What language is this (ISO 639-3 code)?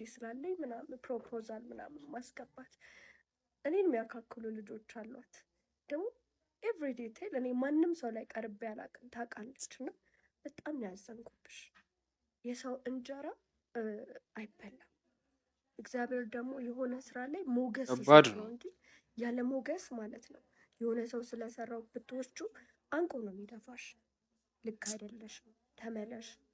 amh